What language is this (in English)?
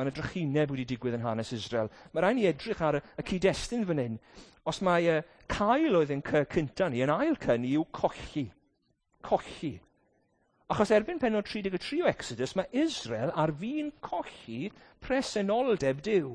Welsh